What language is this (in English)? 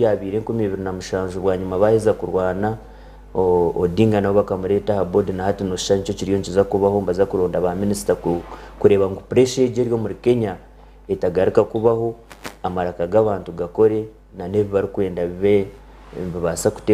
Nyankole